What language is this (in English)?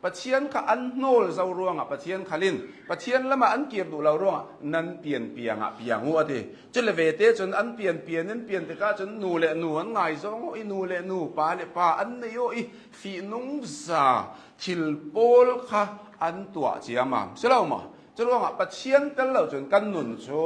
Hakha Chin